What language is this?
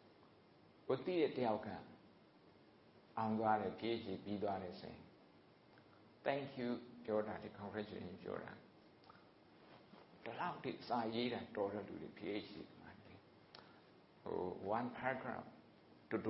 Burmese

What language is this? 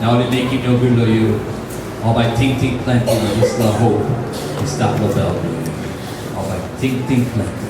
Tok Pisin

